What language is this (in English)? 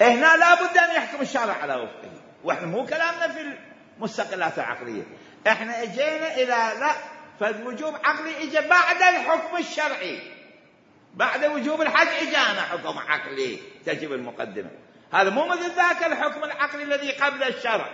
Mesopotamian Arabic